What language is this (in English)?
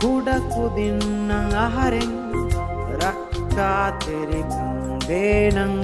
Divehi